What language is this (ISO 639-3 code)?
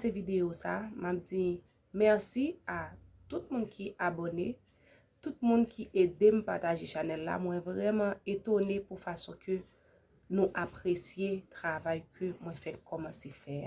hat